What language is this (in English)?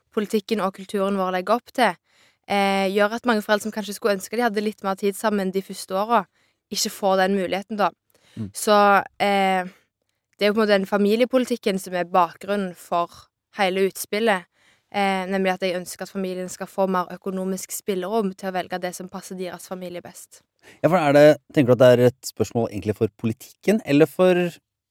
Norwegian